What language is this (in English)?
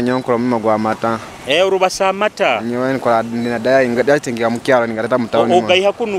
Nyoro